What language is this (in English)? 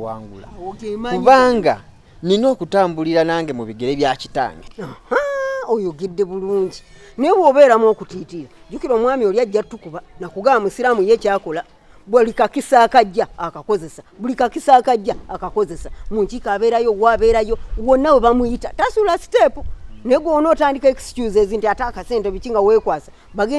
Ganda